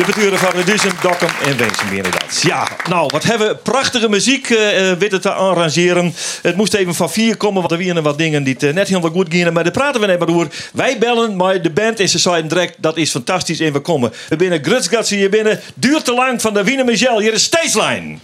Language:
Western Frisian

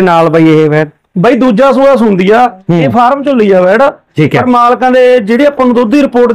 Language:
Punjabi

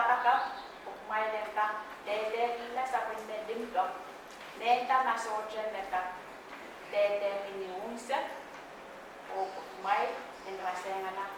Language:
Pohnpeian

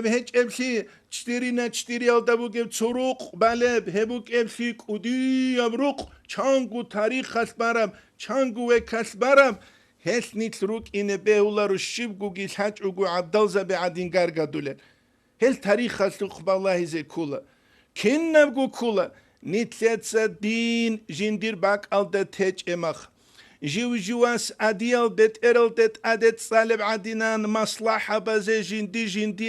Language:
Avaric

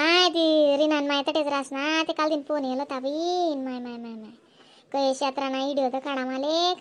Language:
Khandesi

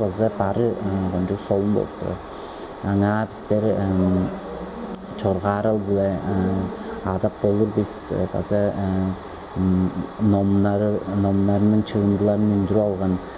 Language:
Tuvinian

